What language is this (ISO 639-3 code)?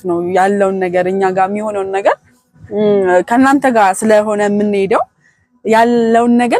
amh